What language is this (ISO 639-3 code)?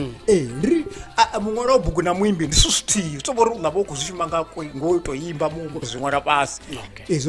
ven